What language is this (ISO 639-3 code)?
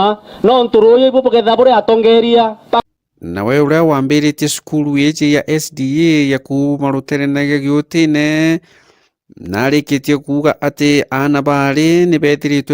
mer